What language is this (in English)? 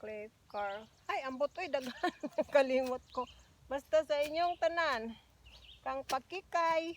Cebuano